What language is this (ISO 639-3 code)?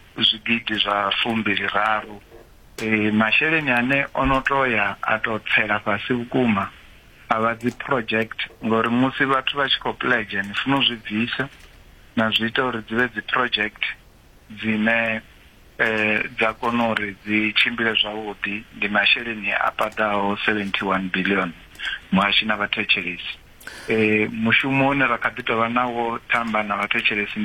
ven